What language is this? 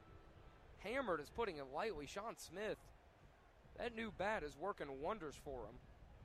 English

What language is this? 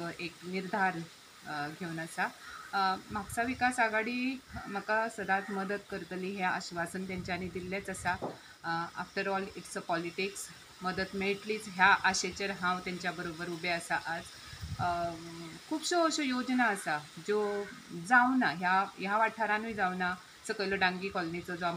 Konkani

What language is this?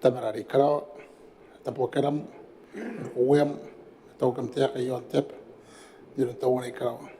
Gilbertese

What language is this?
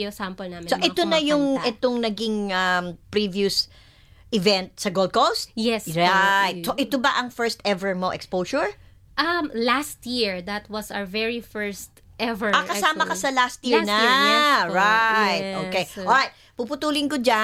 Filipino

